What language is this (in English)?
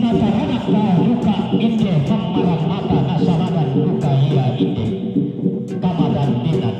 Toraja-Sa'dan